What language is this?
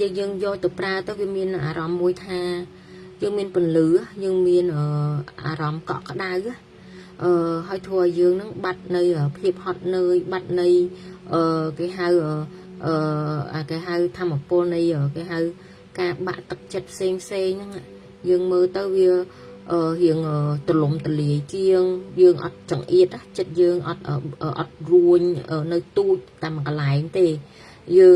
Khmer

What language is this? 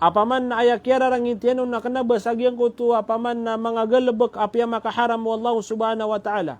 Maranao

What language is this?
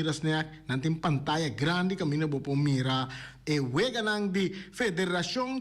Papiamento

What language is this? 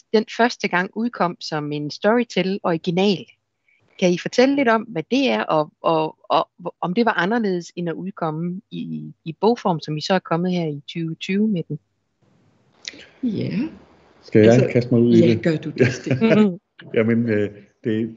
Danish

